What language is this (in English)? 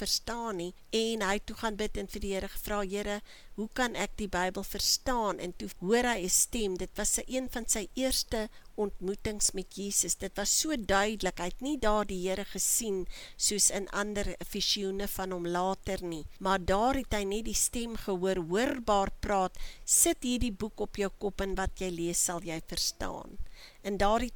Afrikaans